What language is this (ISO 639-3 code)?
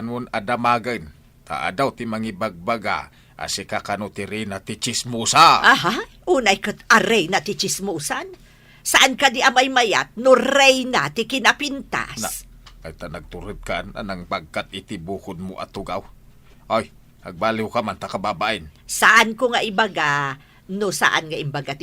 ilo